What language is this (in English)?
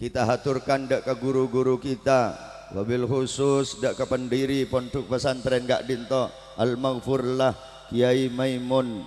Madurese